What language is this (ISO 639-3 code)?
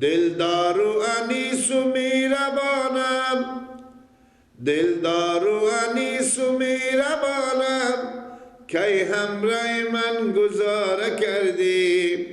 fas